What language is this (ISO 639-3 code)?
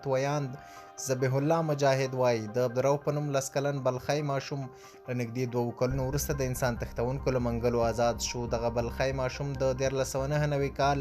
pus